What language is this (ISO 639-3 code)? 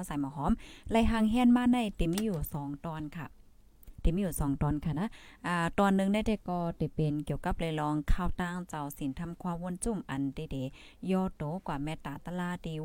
tha